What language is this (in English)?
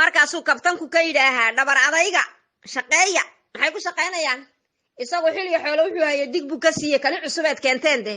Somali